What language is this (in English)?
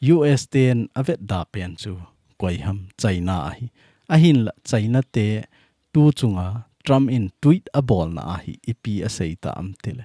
Thado Chin